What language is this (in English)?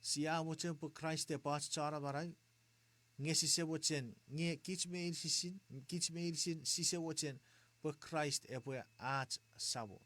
Chuukese